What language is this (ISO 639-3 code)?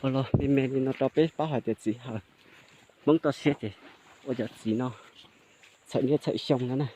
hmn